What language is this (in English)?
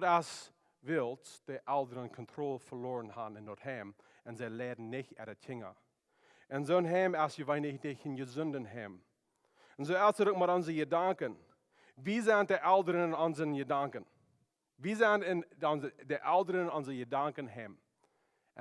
Plautdietsch